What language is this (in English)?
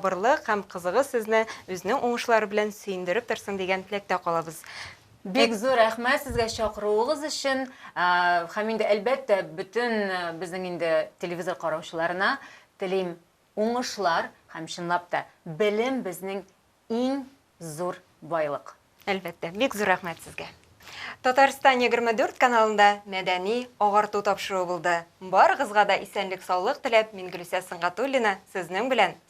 Tatar